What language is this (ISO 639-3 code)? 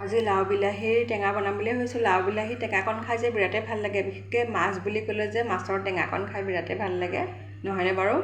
asm